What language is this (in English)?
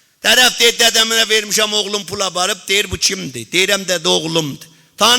South Azerbaijani